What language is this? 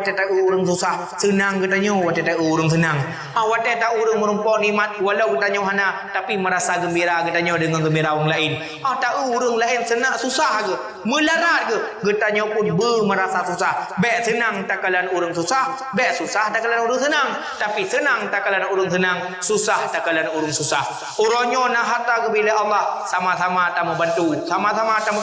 Achinese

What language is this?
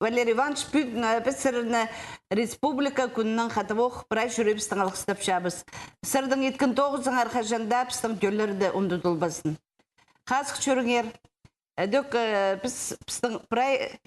Khakas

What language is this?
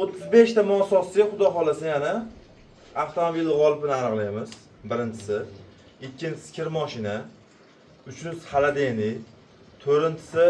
Uzbek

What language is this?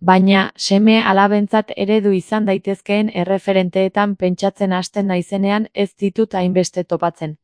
Basque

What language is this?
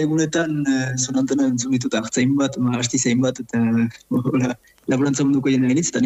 Basque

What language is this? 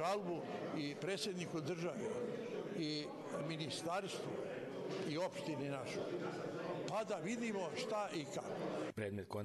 Bosnian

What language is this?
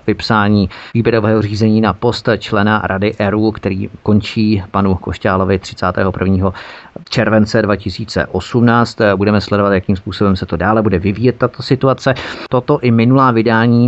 Czech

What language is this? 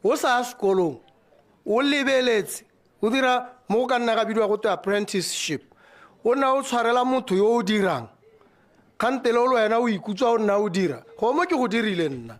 Tswana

